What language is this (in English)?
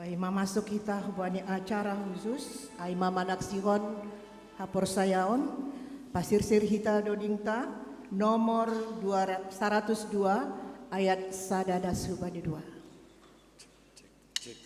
Batak Simalungun